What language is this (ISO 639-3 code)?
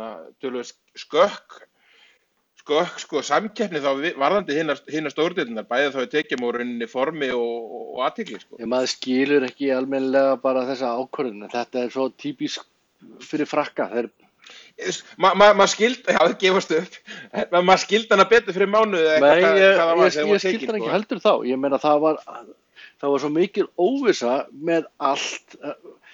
isl